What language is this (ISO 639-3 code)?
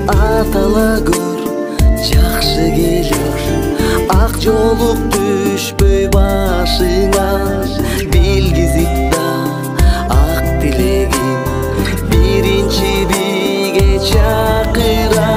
kir